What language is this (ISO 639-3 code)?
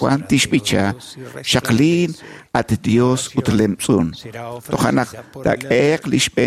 kek